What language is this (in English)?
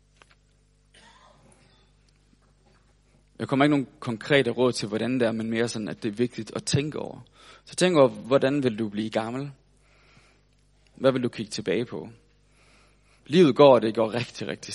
Danish